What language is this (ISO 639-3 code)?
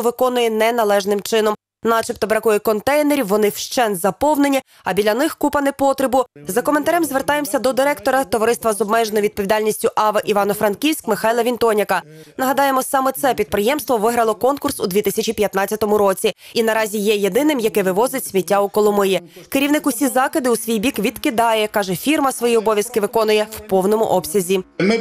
ukr